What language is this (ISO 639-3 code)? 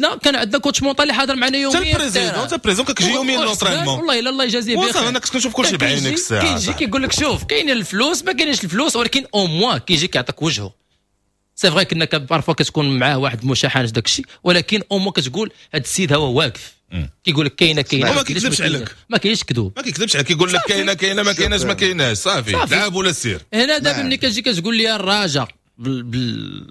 ary